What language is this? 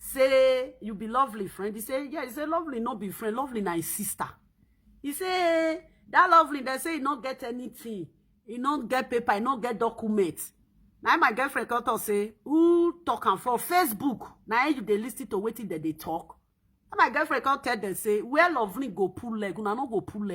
Nigerian Pidgin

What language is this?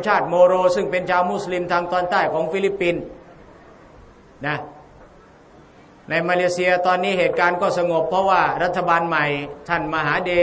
Thai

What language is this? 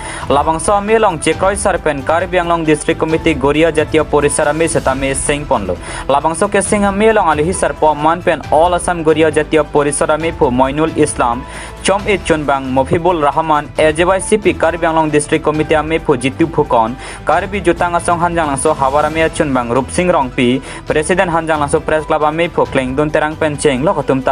Karbi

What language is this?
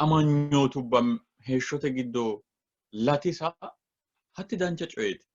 Sidamo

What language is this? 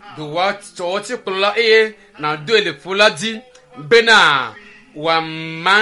Ewe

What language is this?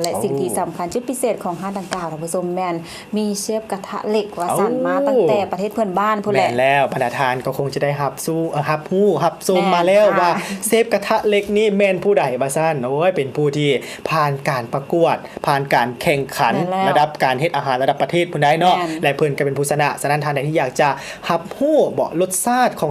Lao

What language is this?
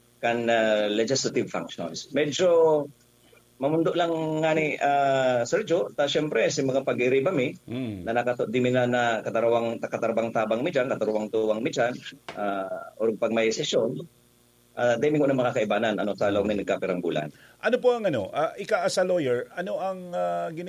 Bikol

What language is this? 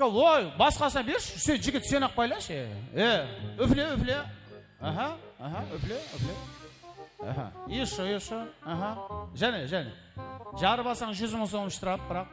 Kara-Kalpak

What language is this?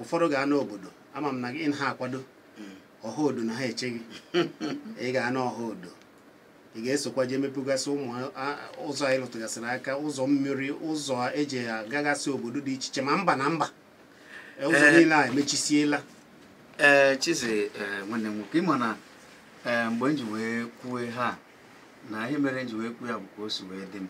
Igbo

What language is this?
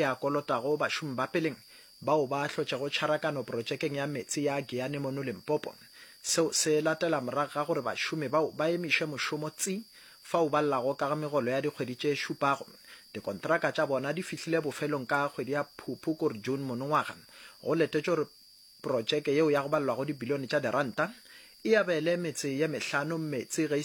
Northern Sotho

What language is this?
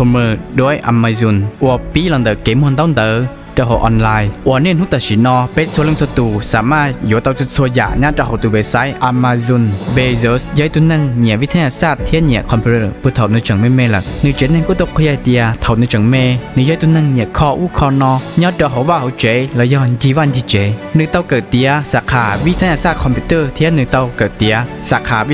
Hmong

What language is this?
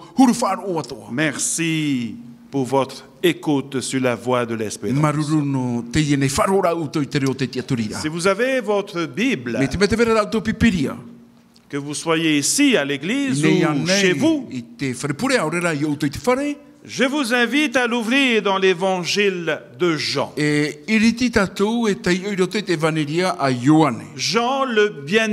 Tahitian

